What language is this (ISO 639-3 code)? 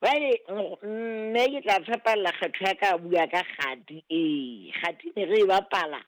sot